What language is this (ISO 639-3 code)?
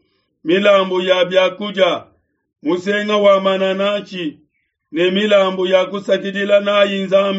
lua